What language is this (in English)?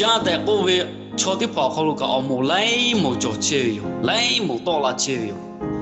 Lahu